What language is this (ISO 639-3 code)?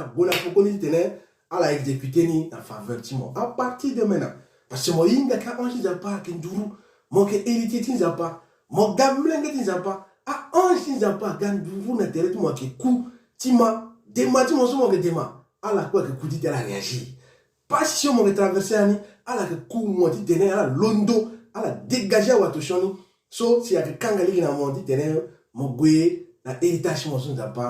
sag